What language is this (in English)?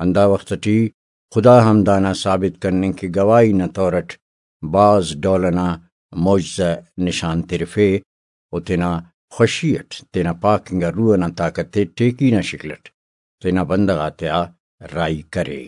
Brahui